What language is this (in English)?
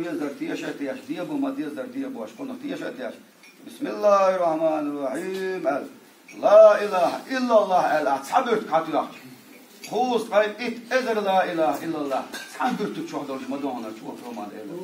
Chechen